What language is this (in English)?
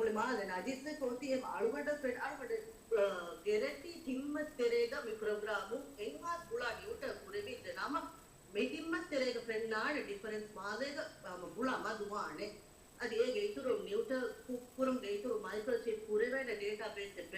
Divehi